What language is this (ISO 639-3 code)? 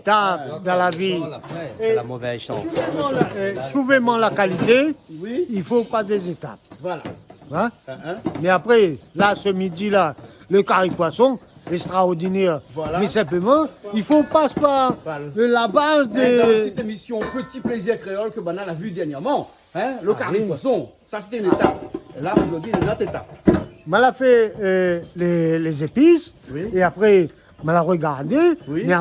rcf